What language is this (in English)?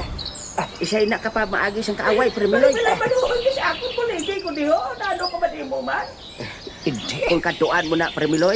Hiligaynon